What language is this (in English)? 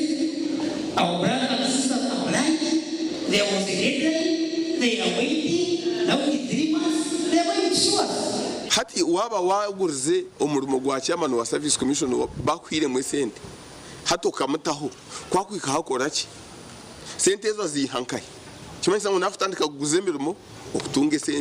Nyankole